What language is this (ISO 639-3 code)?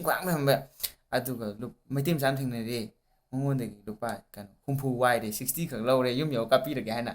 mni